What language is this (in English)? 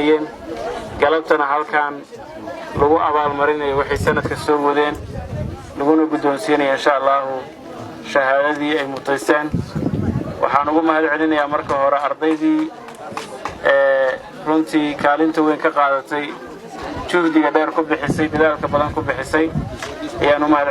Somali